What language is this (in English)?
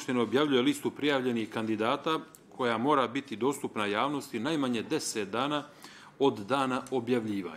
Bosnian